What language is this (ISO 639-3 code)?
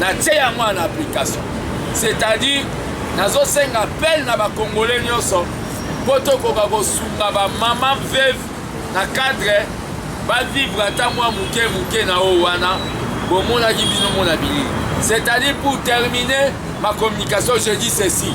lin